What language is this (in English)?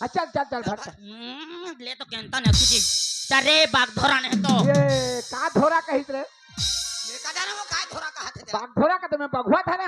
Chhattisgarhi